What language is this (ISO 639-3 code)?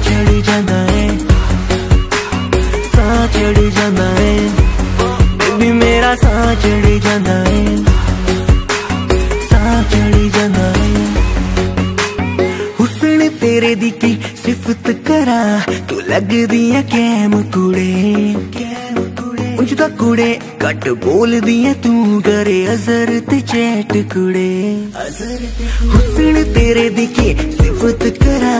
hin